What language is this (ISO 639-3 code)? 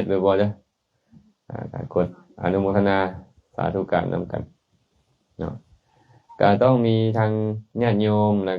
lao